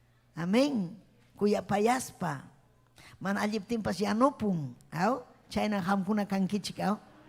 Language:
Ayacucho Quechua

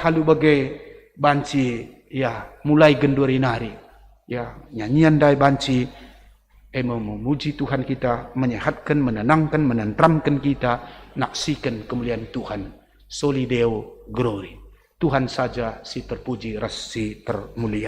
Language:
Batak Karo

